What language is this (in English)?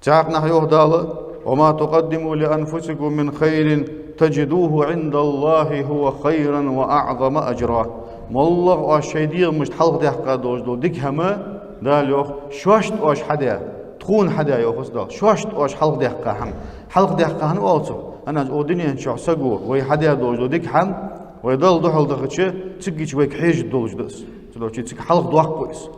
Ingush